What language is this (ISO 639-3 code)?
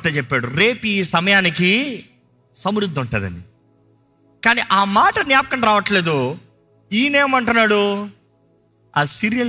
tel